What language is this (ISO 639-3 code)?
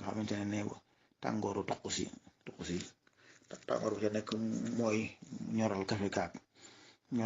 wol